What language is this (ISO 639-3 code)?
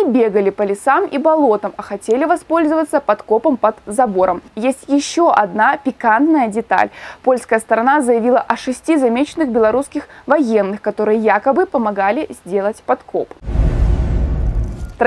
rus